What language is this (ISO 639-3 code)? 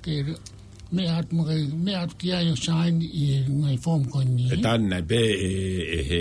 ton